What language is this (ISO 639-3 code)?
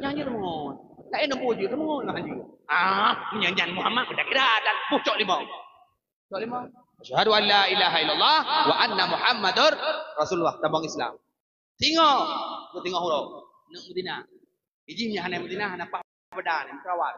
ace